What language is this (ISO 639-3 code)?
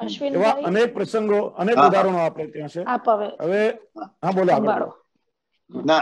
guj